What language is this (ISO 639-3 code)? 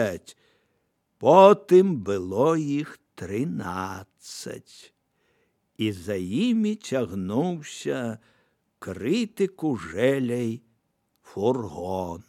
bel